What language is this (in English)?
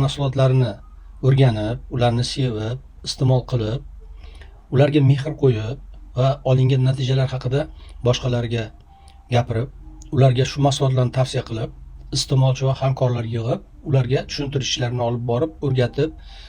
Uzbek